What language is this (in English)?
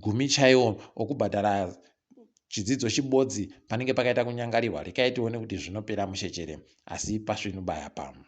Ndau